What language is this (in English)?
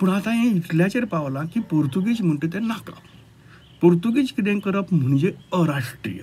Konkani